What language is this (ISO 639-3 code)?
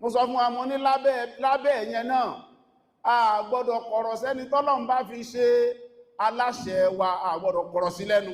yor